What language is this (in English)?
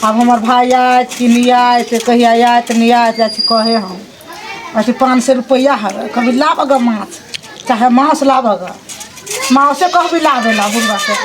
Maithili